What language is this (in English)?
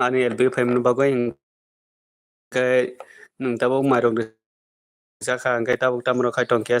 Kok Borok